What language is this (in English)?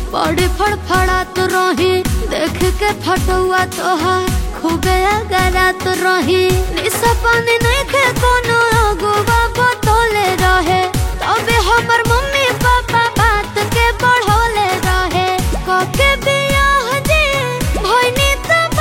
Bhojpuri